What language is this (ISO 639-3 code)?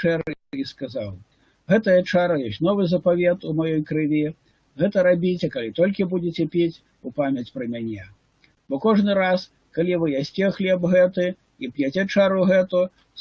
bel